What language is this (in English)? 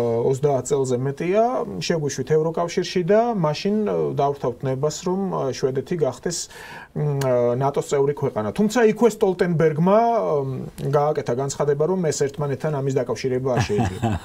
Georgian